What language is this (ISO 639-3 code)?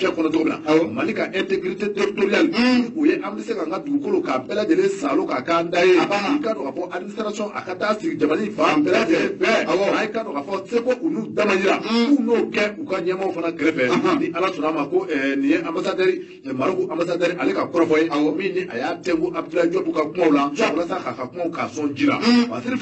bam